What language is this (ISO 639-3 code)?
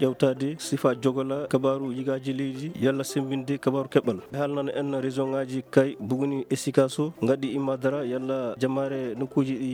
ful